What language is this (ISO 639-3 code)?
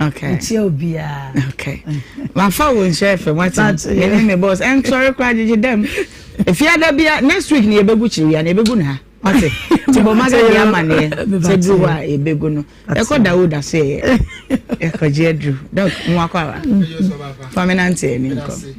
aka